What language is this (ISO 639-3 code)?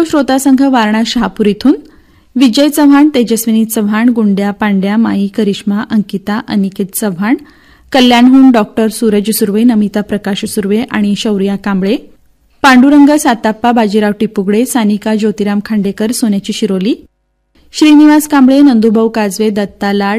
mar